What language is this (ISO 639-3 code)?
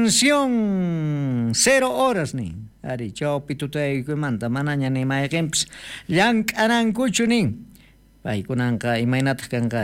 quh